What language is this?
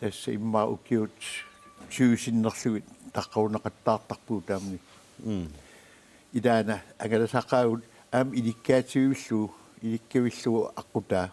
Kalaallisut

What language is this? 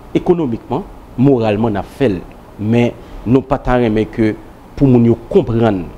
Haitian Creole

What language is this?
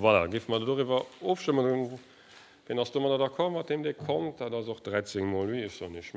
Luxembourgish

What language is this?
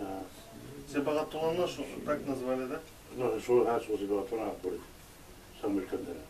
Bashkir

